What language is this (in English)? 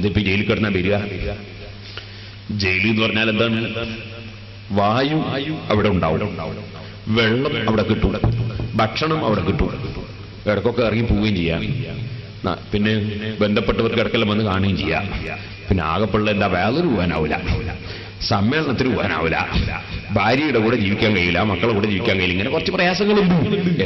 Malayalam